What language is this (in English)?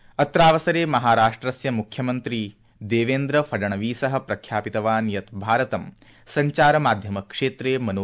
Sanskrit